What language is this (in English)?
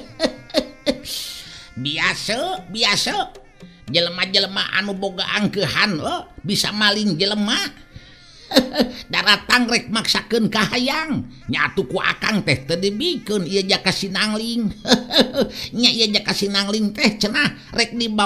Sundanese